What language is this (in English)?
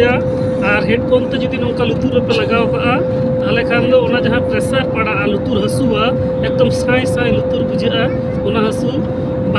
Santali